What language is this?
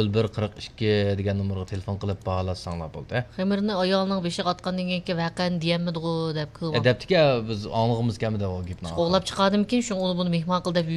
Uyghur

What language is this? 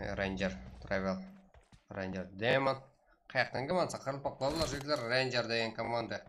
Kara-Kalpak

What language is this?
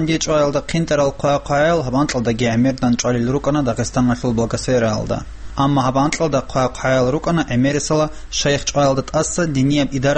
Avaric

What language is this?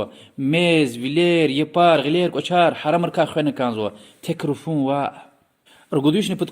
Lezghian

